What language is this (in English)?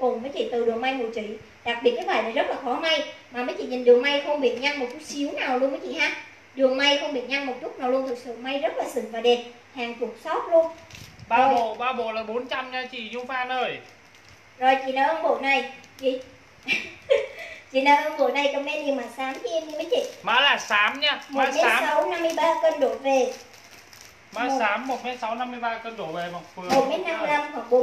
Vietnamese